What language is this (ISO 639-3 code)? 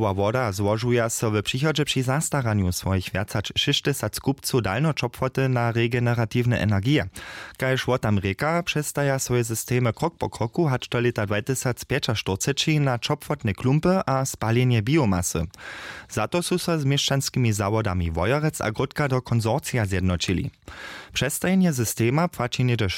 hsb